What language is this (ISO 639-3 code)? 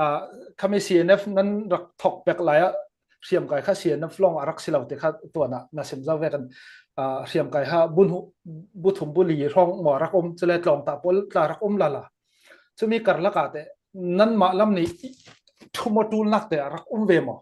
cfm